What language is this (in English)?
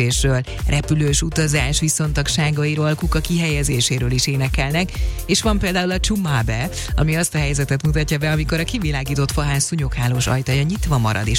Hungarian